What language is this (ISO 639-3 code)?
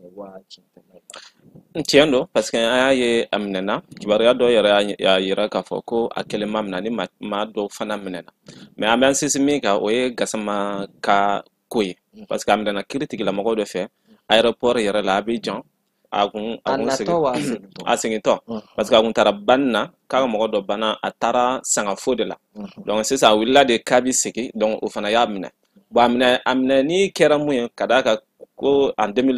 bam